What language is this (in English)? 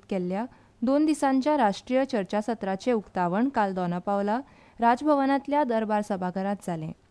Konkani